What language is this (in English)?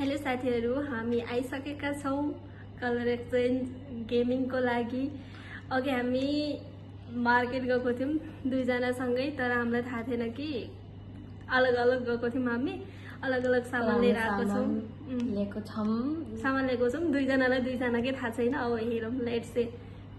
Nepali